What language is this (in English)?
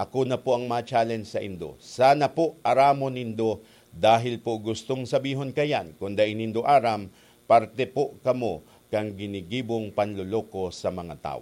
Bikol